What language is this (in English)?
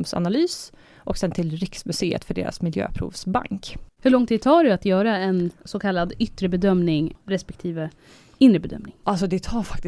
Swedish